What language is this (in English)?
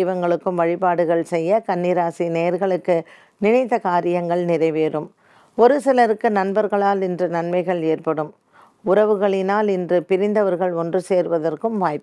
Tamil